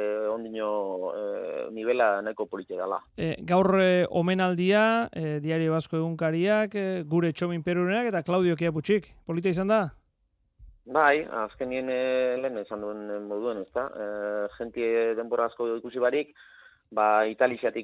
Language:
Basque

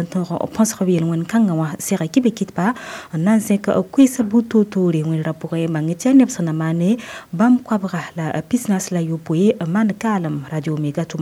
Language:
Mossi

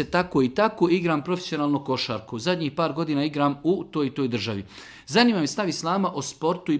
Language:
Bosnian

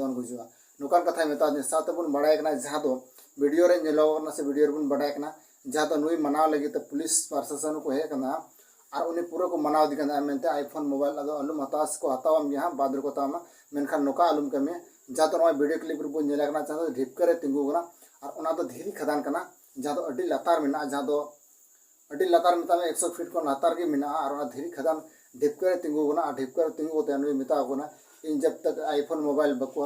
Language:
Santali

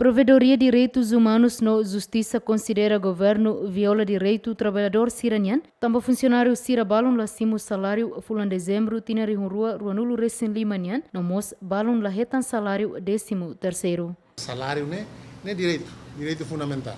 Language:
Tetum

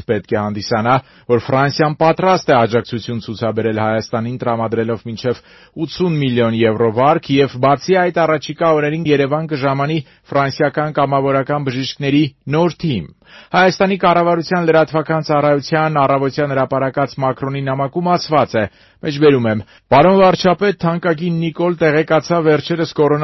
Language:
Armenian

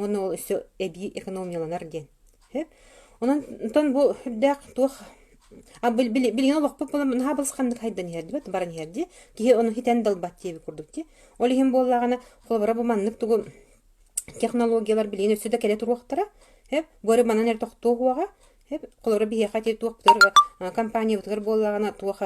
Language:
Yakut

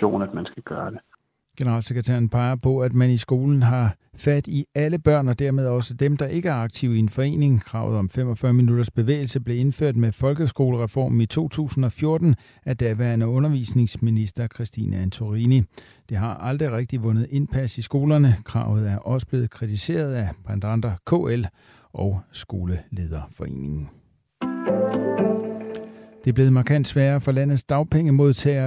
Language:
Danish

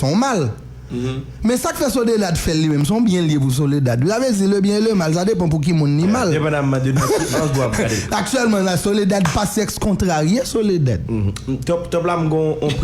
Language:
Haitian Creole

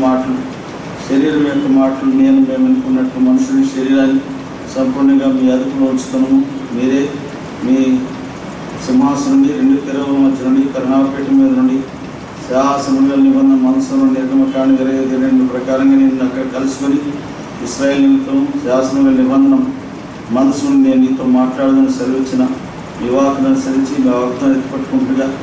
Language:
Telugu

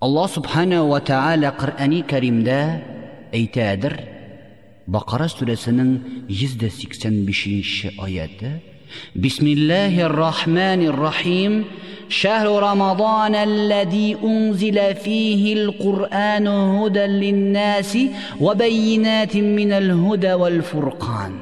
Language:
Tatar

